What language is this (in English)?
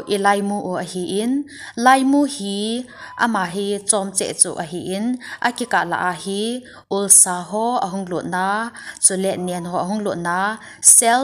Thado Chin